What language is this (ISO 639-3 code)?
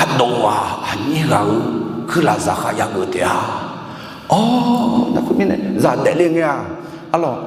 ahk